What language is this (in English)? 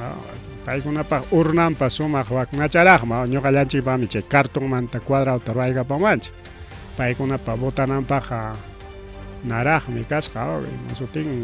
Ayacucho Quechua